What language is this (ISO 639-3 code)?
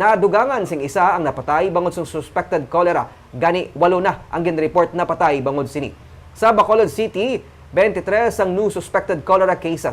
hil